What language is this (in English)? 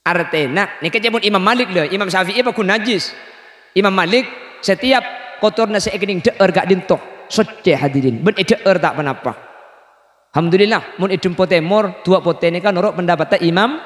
Madurese